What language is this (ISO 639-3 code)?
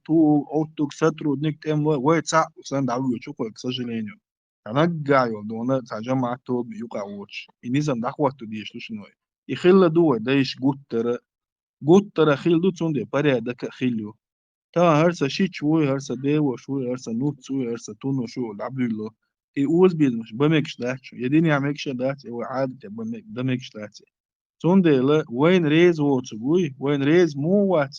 che